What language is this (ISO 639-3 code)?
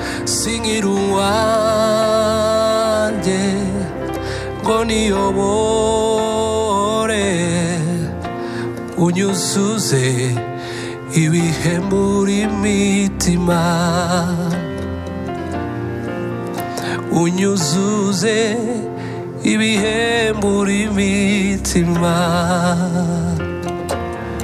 kin